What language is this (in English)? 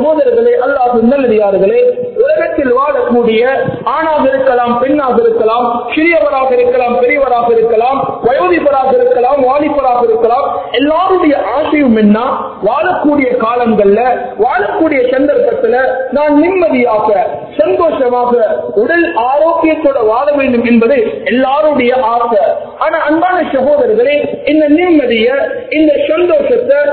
Tamil